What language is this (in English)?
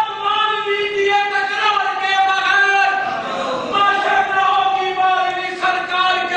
Urdu